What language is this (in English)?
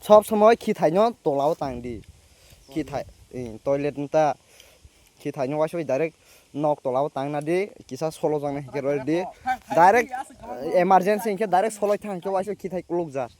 Kok Borok